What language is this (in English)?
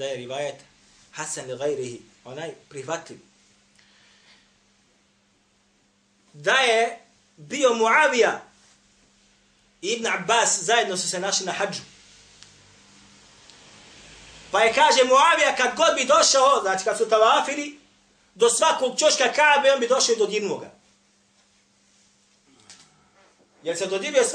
Bosnian